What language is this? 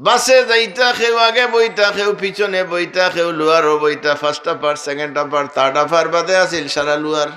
Sylheti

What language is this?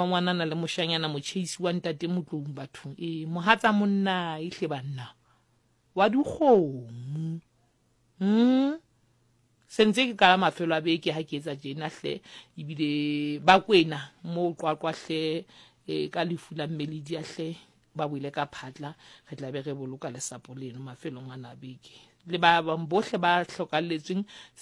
Southern Sotho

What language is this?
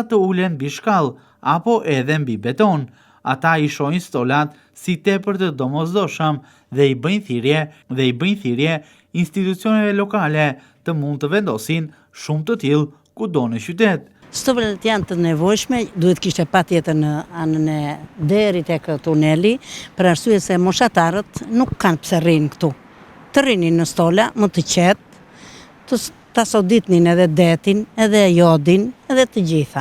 Albanian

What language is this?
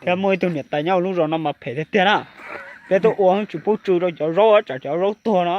Hmong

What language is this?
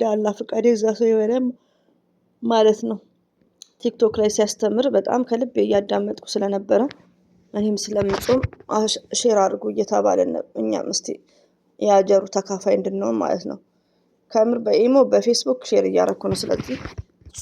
Amharic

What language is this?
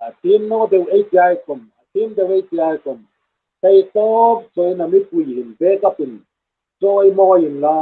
Hmar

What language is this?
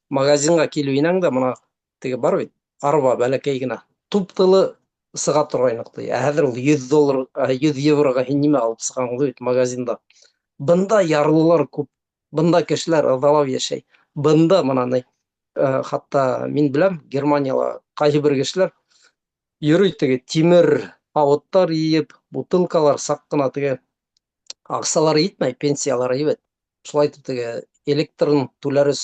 Bashkir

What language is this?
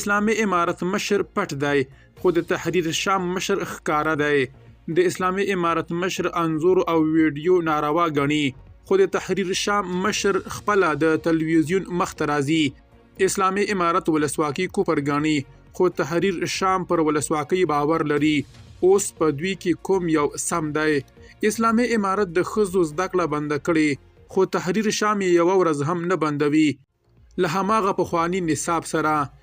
Pashto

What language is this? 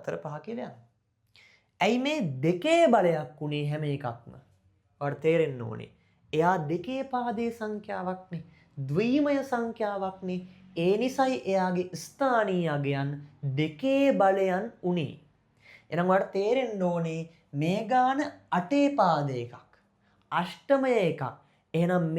Sinhala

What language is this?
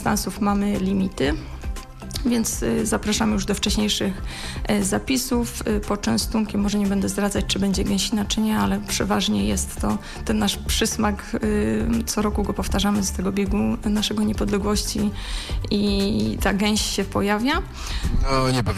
Polish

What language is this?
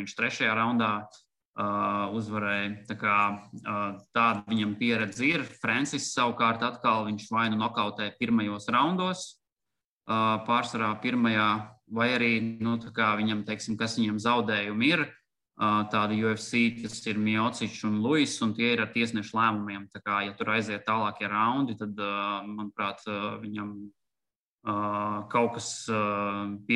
Latvian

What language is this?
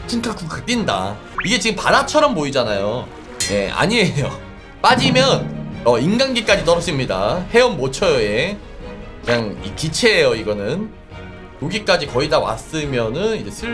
Korean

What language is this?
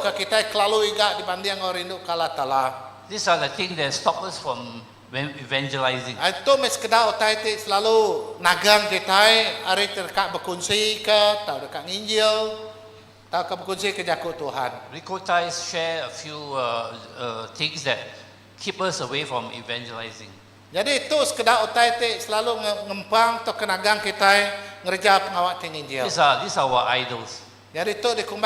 Iban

